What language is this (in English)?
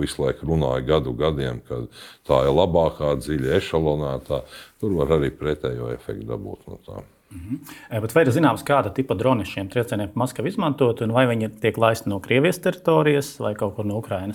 Latvian